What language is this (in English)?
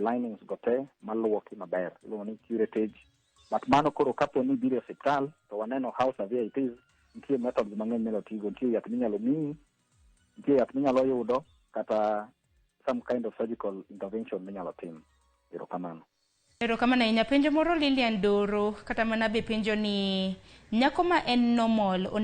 Luo (Kenya and Tanzania)